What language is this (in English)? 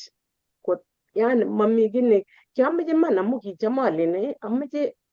Kalenjin